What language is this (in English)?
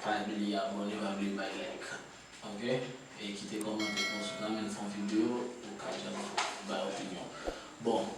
Haitian Creole